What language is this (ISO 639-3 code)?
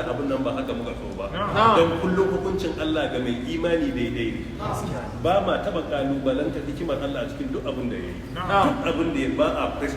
hau